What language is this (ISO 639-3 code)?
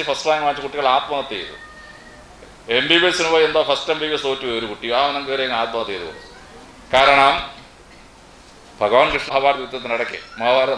mal